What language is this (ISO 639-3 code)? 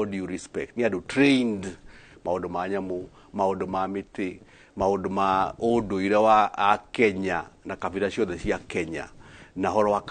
kik